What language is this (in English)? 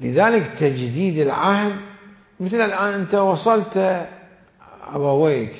Mesopotamian Arabic